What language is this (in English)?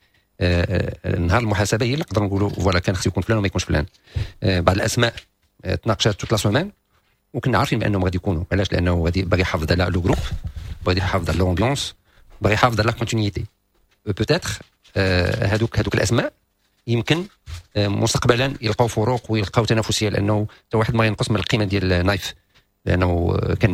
Moroccan Arabic